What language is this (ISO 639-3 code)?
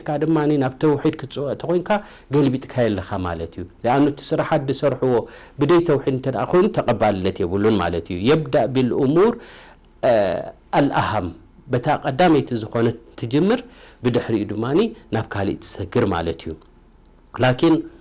tir